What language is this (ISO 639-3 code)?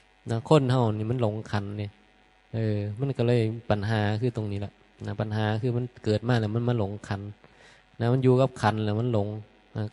tts